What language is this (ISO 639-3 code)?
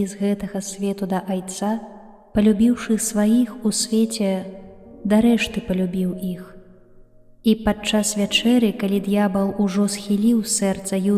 bel